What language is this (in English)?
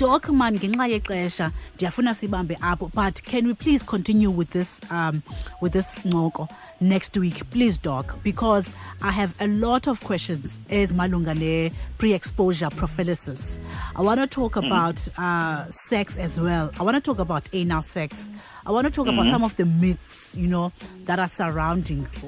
Xhosa